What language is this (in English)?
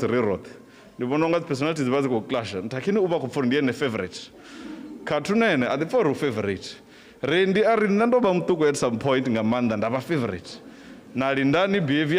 Venda